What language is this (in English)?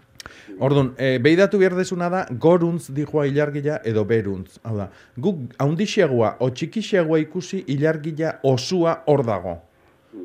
Basque